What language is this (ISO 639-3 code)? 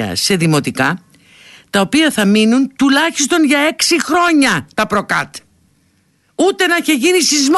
ell